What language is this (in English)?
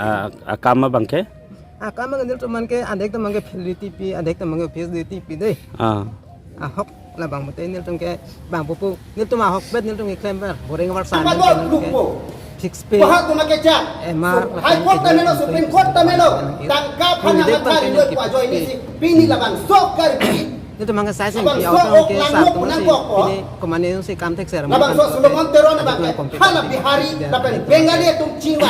Karbi